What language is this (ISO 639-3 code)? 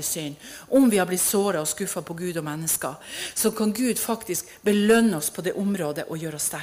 nor